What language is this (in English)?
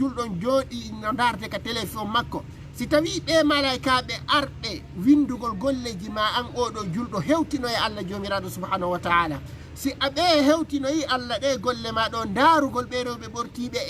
Fula